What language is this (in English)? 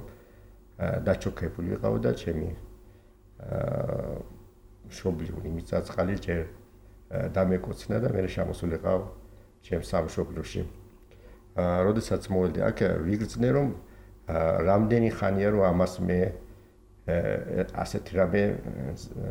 Georgian